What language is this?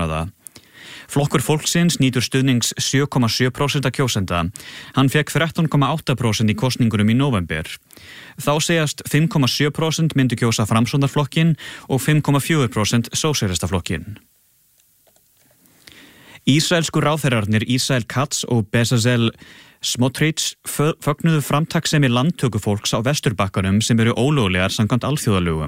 Icelandic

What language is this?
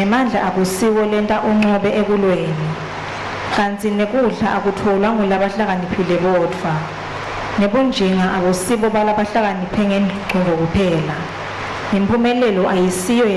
Swati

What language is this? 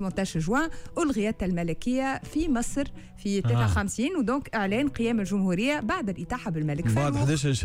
Tunisian Arabic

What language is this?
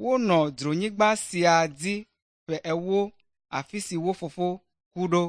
Ewe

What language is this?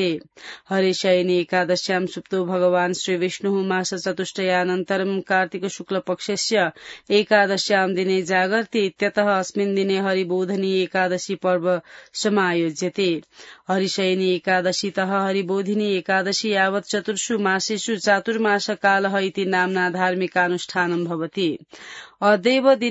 Sanskrit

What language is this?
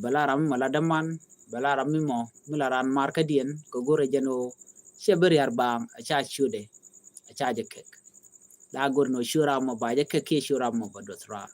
Nuer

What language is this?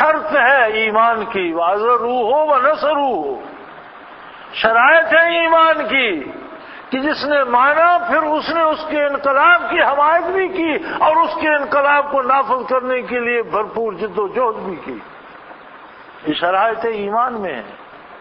Urdu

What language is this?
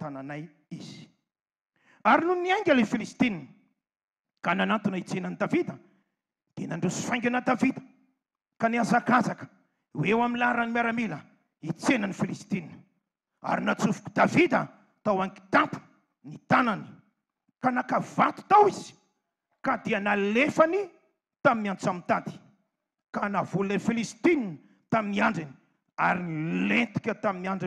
Malagasy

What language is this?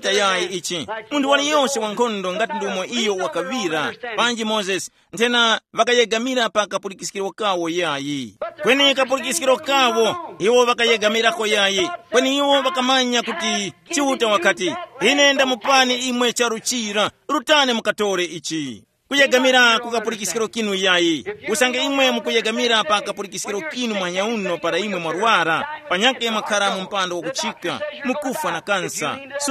Tumbuka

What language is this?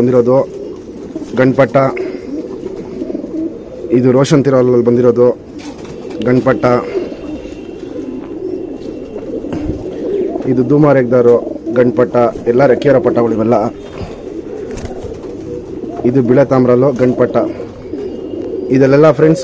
Kannada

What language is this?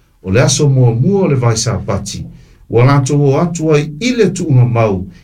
Samoan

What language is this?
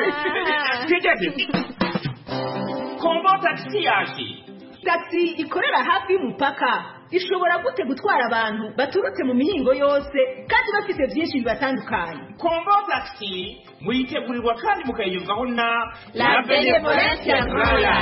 Kinyarwanda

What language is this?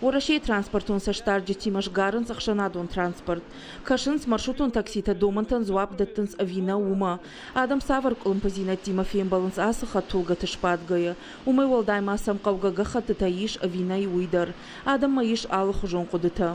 Ossetic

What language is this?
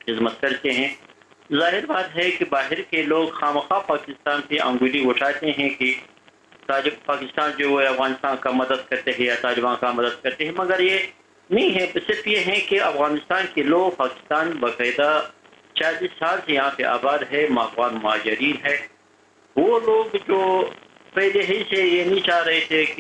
Urdu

